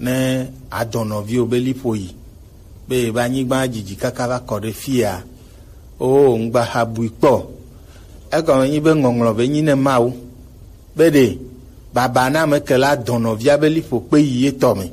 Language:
Gen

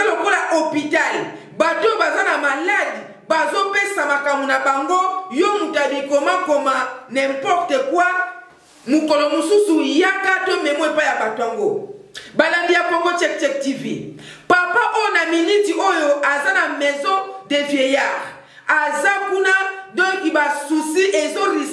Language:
Lingala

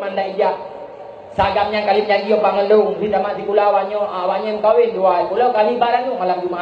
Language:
Achinese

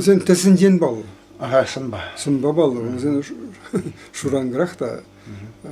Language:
Chuvash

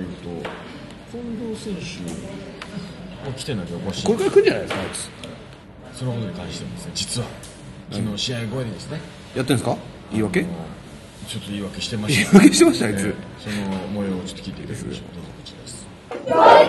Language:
Japanese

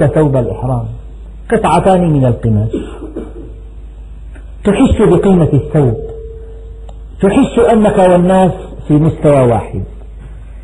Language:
Arabic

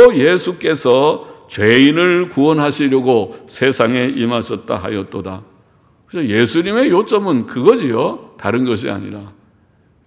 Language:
Korean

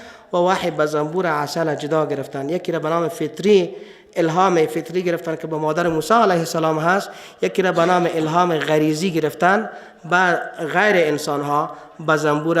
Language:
Persian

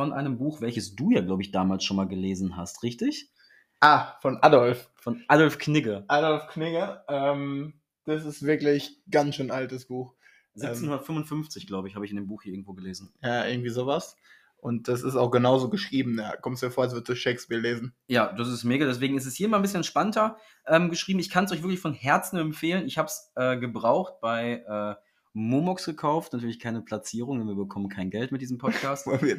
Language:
German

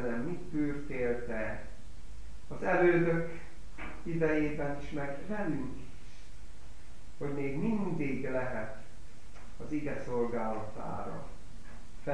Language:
Hungarian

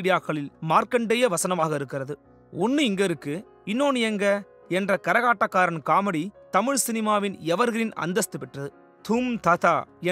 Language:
Tamil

